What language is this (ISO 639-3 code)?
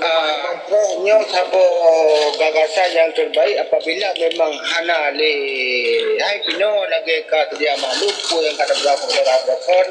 ace